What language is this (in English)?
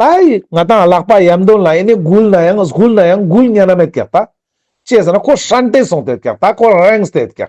Ladakhi